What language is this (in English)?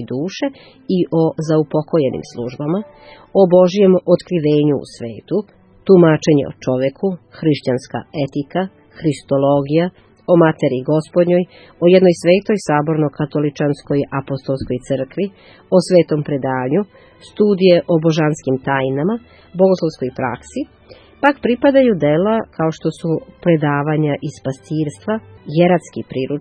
Serbian